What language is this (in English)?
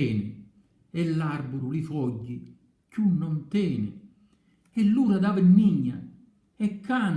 Sicilian